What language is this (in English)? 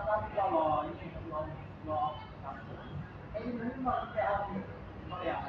Northeastern Thai